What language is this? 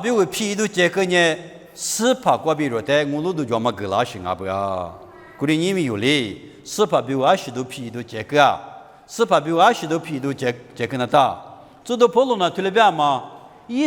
Lisu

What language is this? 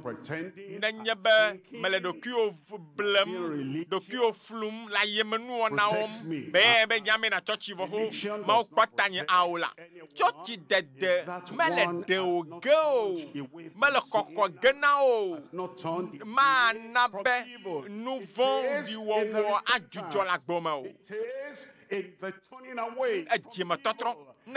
Ewe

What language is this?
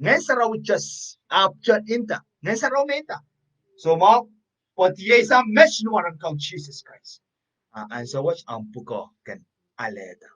Pohnpeian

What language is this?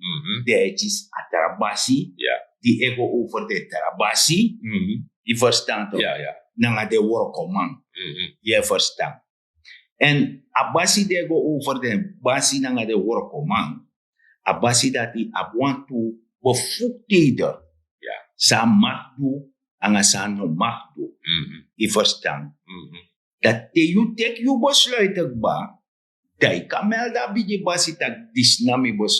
Sranan Tongo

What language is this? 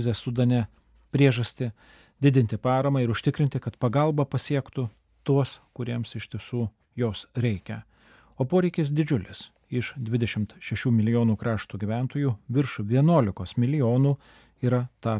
Lithuanian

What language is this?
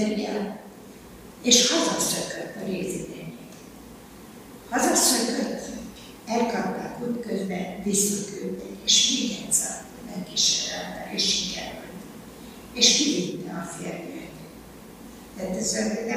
Hungarian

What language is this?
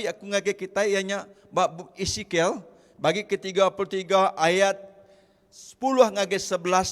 Iban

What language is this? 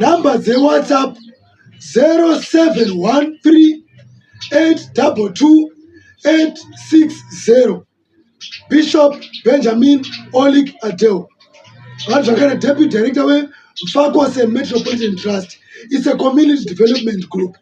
Shona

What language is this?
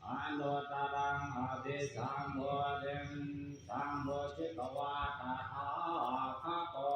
Pali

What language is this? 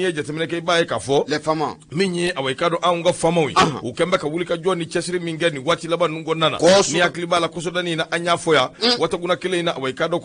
Bambara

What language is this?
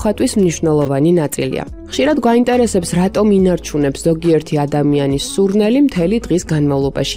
Georgian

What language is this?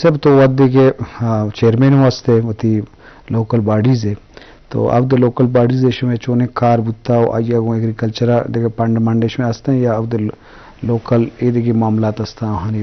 Eastern Balochi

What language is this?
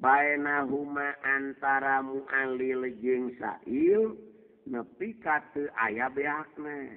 Sundanese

